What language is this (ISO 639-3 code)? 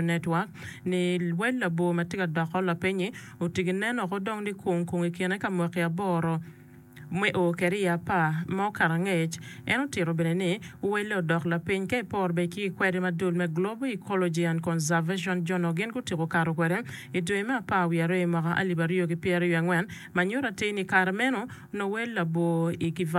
ach